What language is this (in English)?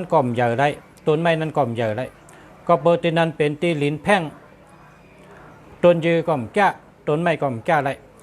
Shan